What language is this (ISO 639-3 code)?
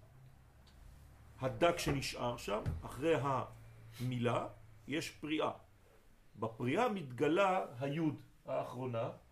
heb